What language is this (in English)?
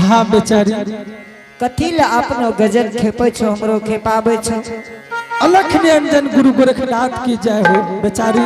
Angika